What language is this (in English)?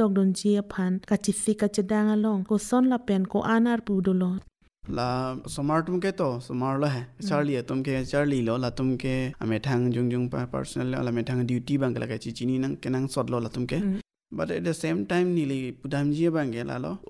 Karbi